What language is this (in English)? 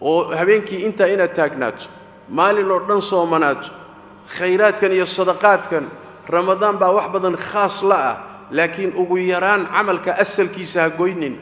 Somali